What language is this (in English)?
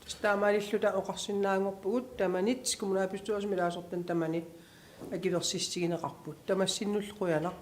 Kalaallisut